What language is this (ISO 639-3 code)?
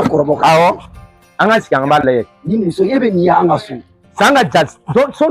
bam